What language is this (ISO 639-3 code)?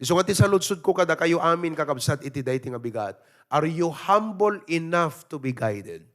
ilo